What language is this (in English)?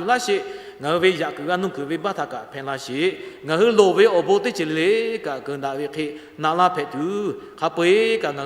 Lahu